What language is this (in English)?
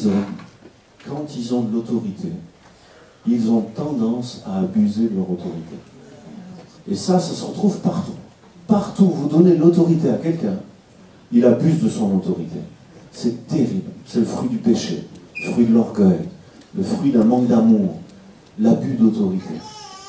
French